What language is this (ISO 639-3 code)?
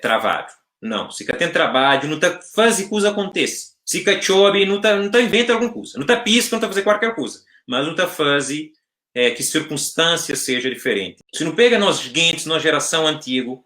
kea